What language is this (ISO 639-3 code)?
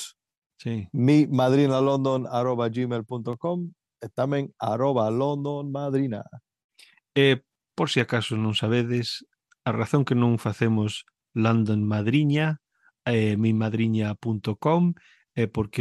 glg